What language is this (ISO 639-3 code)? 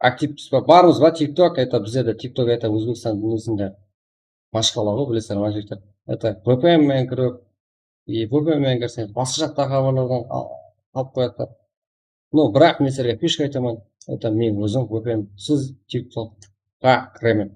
kaa